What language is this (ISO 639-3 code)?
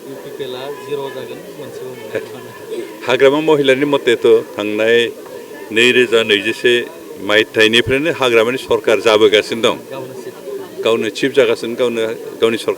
brx